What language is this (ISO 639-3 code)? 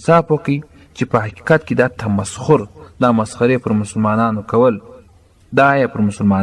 pus